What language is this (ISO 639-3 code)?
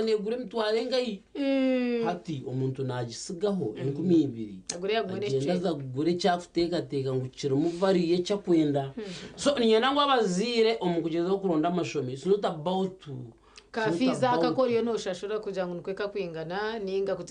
nyn